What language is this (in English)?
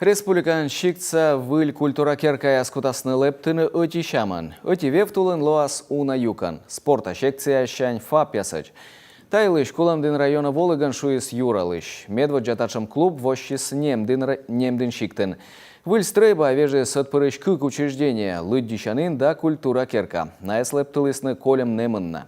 Komi